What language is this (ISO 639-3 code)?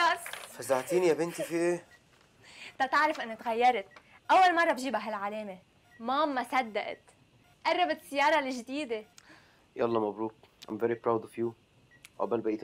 apc